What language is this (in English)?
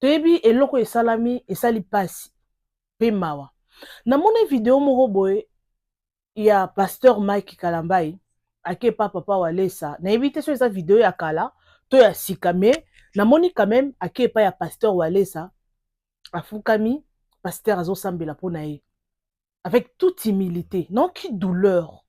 Lingala